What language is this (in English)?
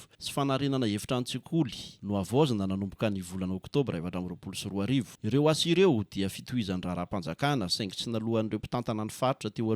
Malagasy